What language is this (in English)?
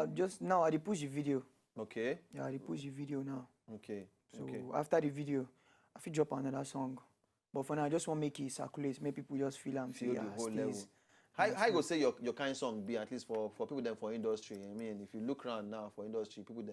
Nigerian Pidgin